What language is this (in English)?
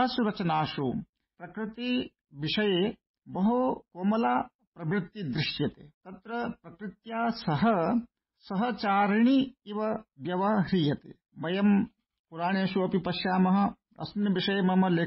Sanskrit